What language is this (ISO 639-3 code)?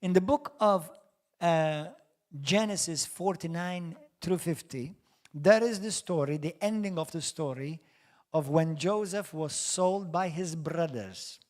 eng